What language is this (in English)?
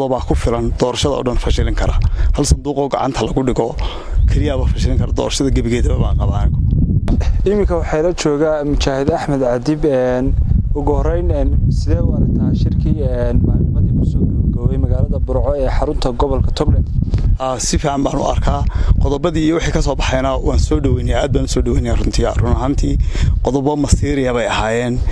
Somali